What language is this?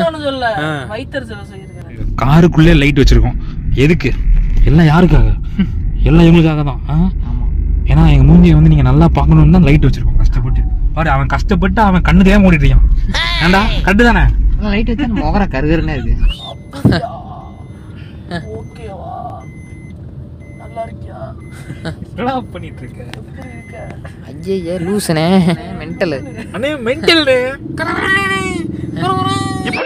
Tamil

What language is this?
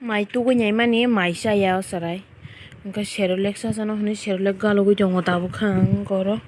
Kok Borok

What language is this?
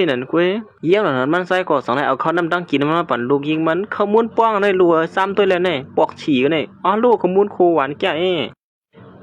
Shan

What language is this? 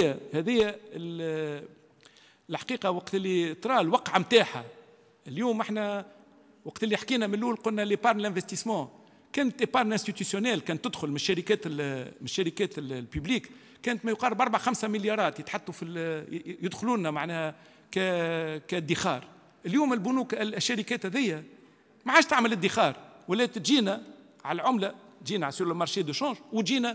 Tunisian Arabic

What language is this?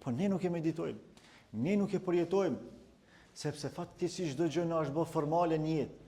Albanian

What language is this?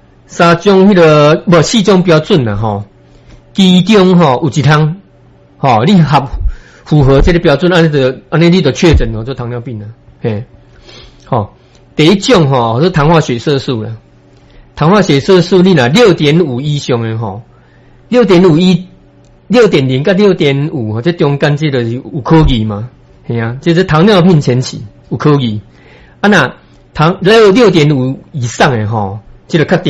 Min Nan Chinese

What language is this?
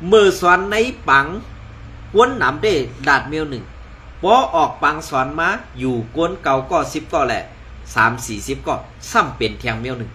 Shan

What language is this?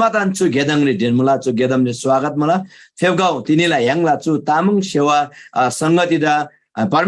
Eastern Tamang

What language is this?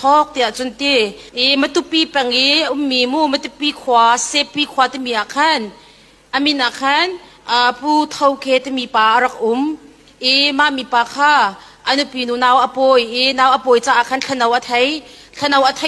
Hakha Chin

